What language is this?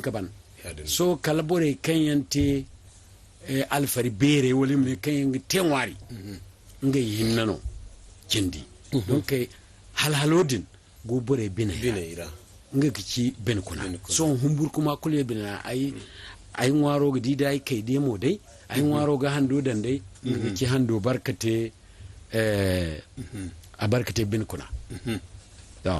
Zarma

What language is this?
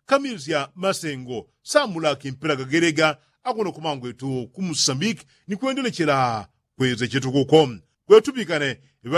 Yao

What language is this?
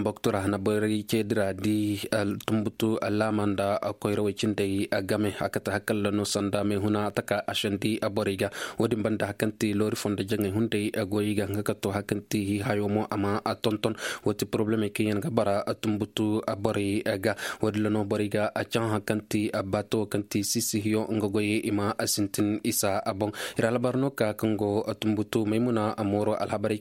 Koyraboro Senni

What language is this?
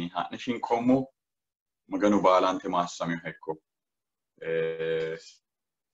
Sidamo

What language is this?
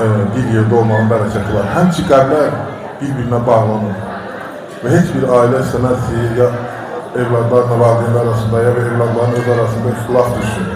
Azerbaijani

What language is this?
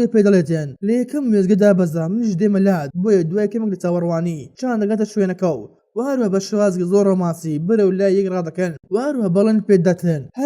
Central Kurdish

